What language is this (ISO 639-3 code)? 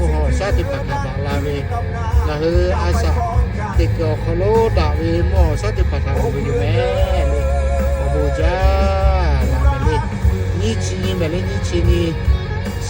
lhu